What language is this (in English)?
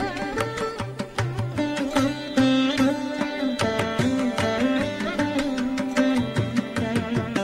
Telugu